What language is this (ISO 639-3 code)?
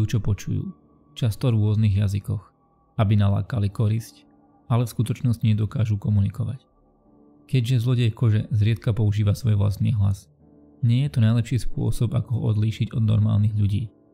slk